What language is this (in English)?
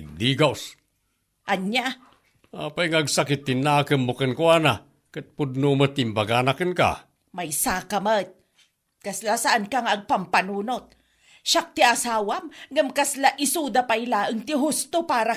Iloko